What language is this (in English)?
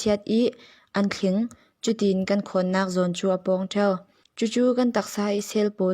Falam Chin